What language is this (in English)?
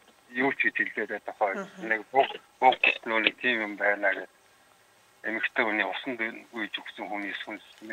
Mongolian